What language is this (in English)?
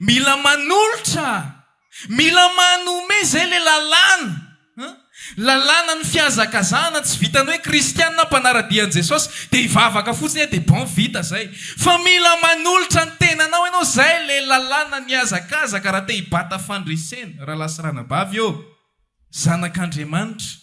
Malagasy